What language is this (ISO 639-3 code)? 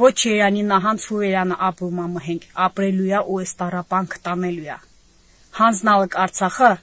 hye